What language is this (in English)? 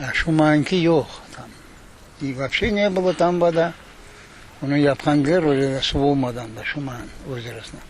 Crimean Tatar